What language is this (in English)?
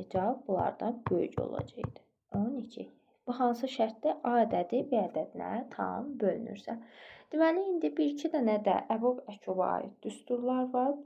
Azerbaijani